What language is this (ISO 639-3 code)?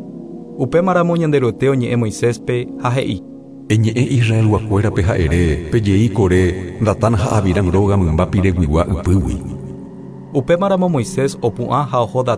grn